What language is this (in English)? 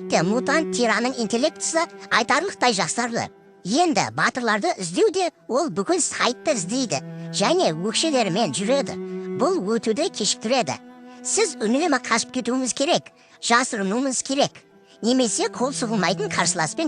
Kazakh